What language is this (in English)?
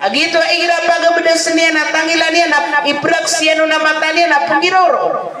Maranao